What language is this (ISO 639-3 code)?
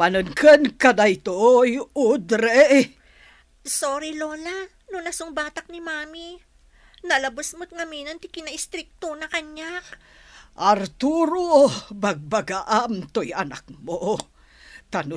ilo